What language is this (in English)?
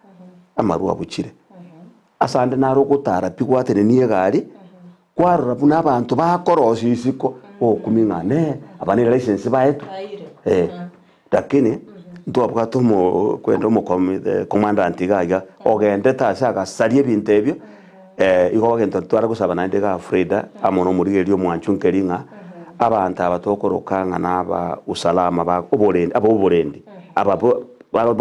Gusii